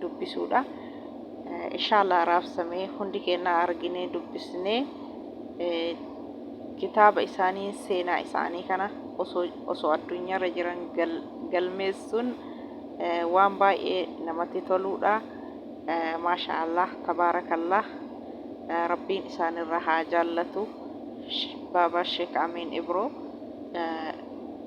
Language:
Oromo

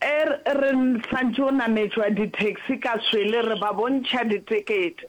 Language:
Northern Sotho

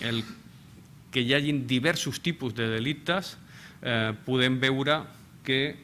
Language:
Catalan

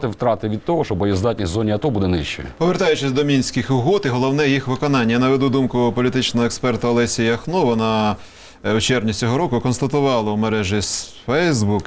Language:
Ukrainian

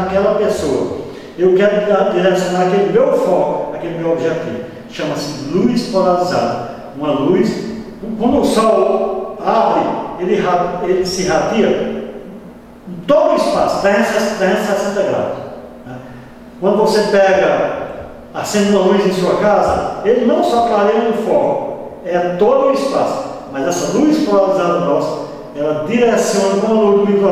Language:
Portuguese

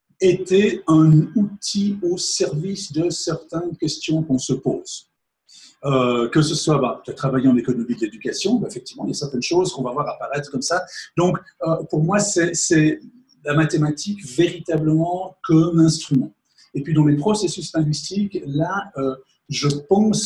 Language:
French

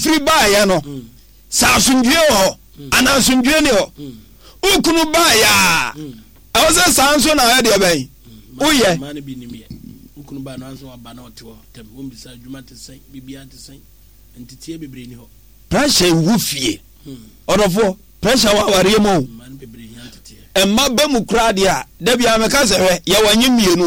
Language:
Akan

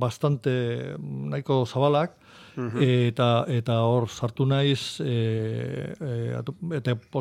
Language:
Basque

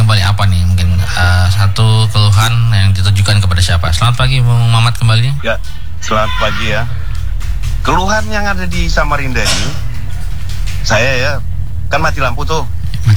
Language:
Indonesian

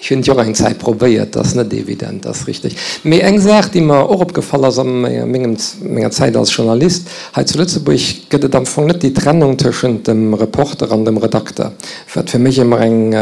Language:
Luxembourgish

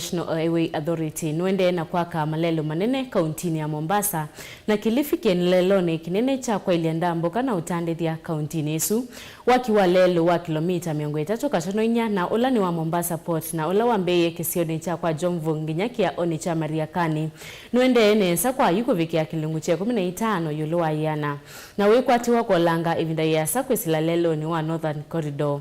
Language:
Kamba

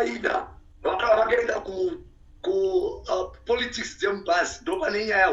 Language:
Shona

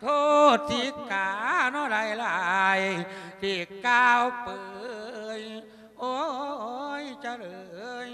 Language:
Lao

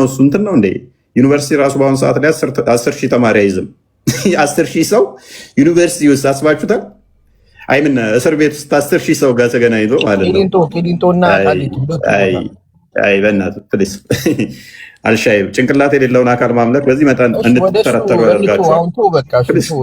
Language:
Amharic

